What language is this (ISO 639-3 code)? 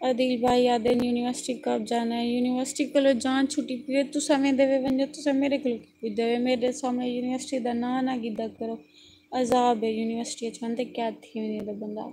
skr